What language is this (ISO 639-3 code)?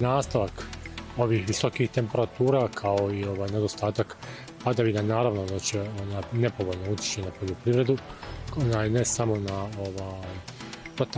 bos